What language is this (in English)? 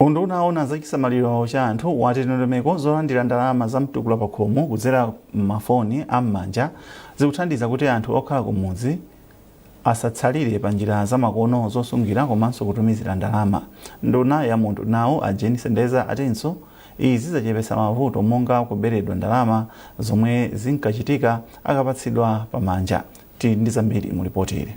Nyanja